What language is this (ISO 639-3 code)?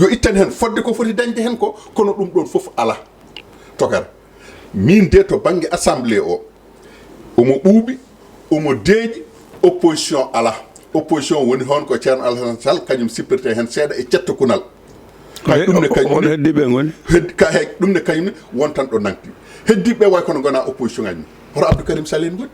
ful